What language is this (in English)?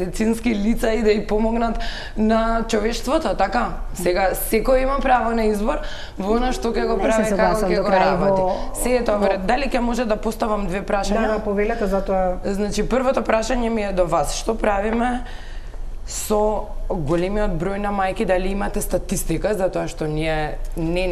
Macedonian